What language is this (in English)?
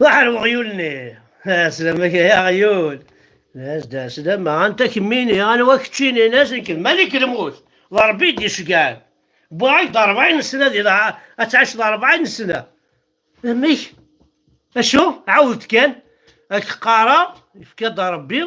Kabyle